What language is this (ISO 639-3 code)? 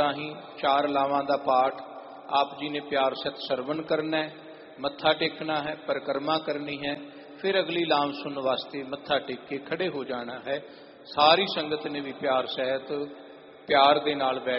pan